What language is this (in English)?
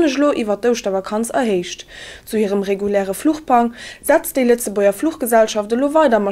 Luxembourgish